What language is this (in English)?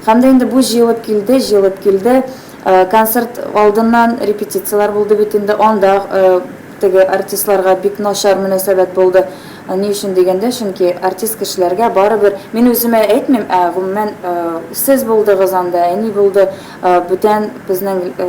Tatar